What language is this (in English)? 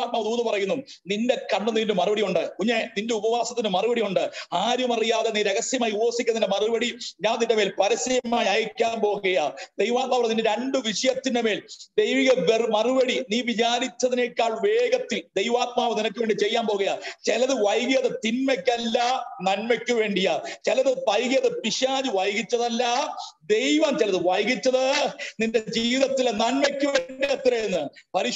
Malayalam